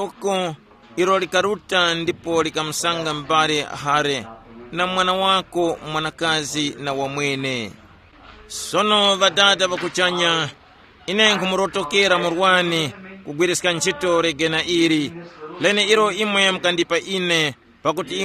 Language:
Tumbuka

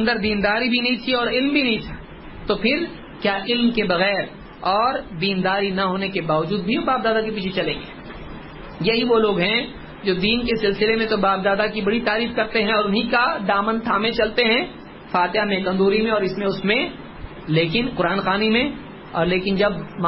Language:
Urdu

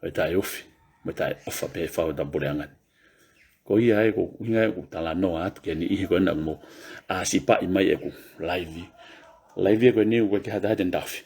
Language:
Tongan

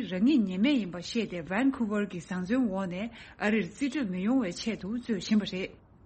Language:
Tibetan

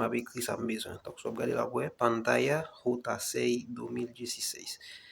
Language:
Haitian Creole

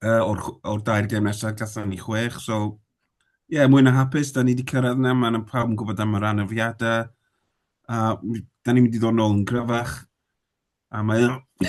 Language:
Welsh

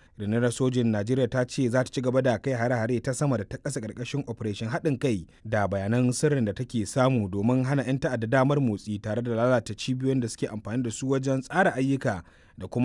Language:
Hausa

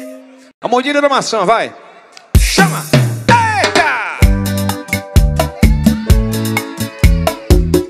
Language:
Portuguese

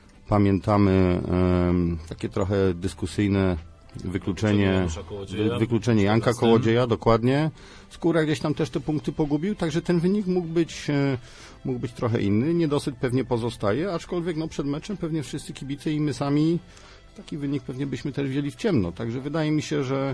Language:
Polish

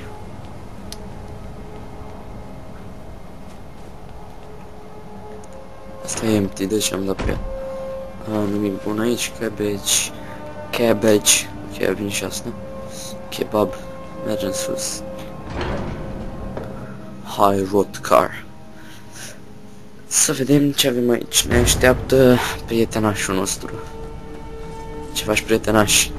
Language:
Romanian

